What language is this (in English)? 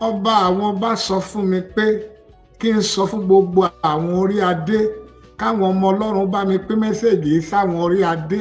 Yoruba